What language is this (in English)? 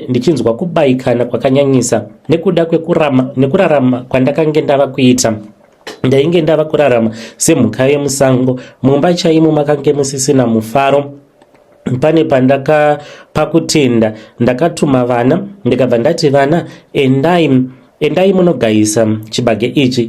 Shona